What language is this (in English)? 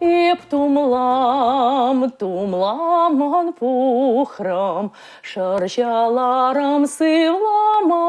Chuvash